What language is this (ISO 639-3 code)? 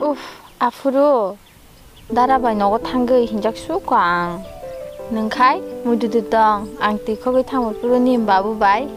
trp